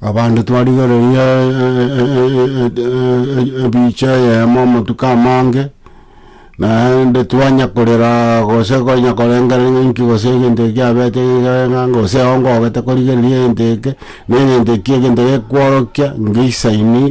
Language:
Gusii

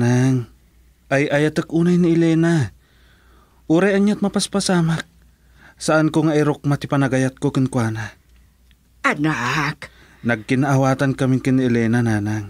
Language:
Iloko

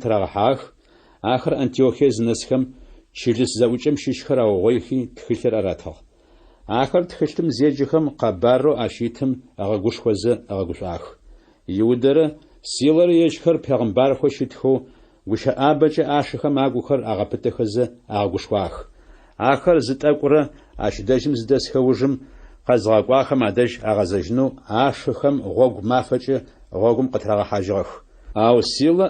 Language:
Adyghe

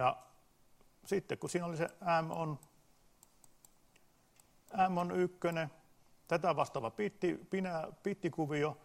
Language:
Finnish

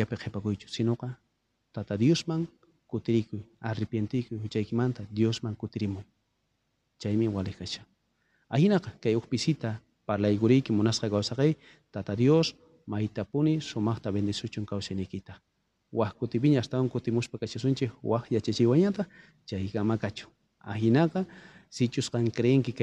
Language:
South Bolivian Quechua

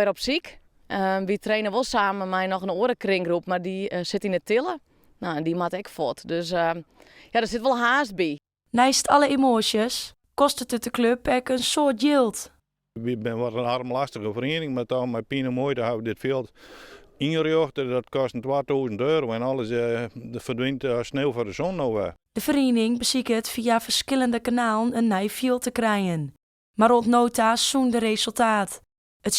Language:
Western Frisian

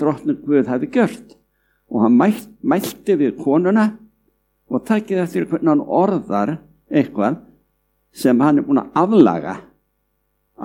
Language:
Icelandic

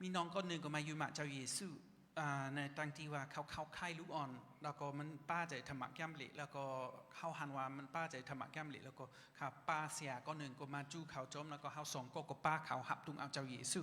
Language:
Shan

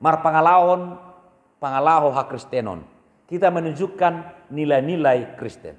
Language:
Batak Toba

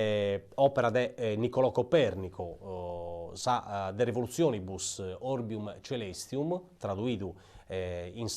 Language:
Sardinian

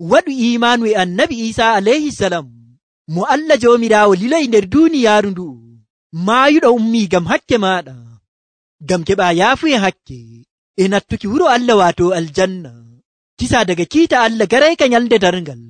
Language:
Nigerian Fulfulde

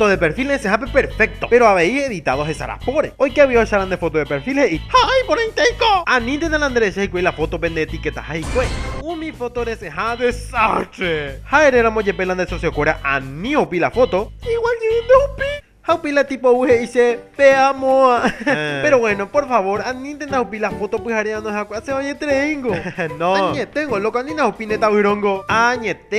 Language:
Guarani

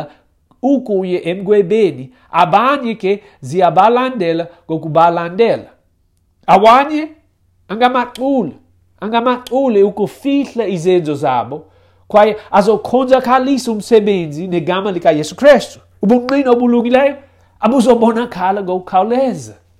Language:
Xhosa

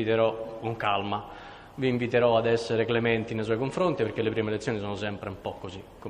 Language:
Italian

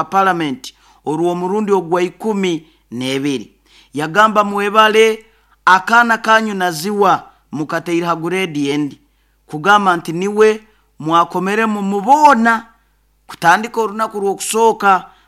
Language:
Nyoro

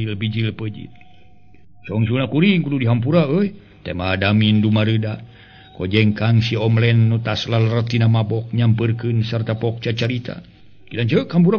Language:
Sundanese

